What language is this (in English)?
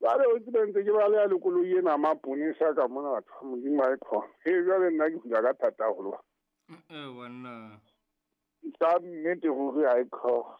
Southern Sotho